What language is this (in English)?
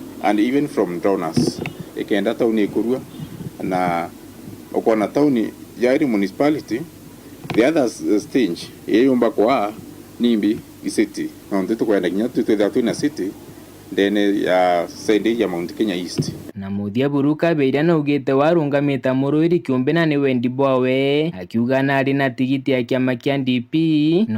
Meru